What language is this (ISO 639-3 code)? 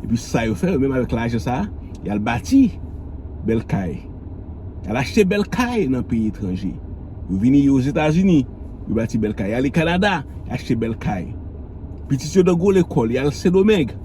hat